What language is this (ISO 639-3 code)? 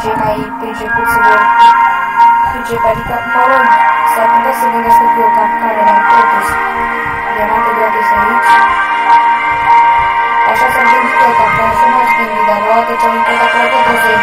ron